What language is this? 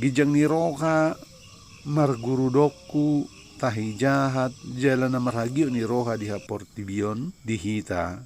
Batak Toba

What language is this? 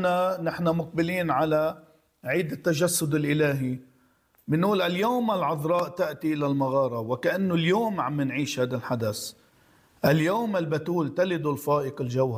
North Levantine Arabic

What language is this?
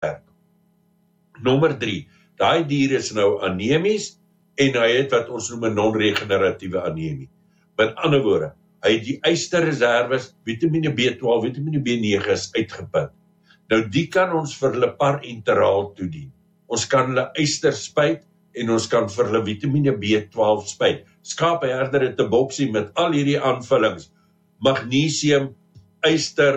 Afrikaans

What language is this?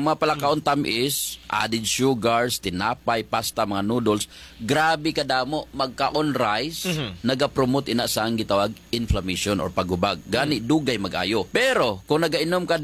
Hiligaynon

